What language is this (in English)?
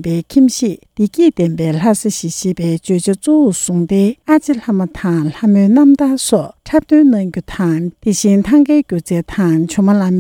Tibetan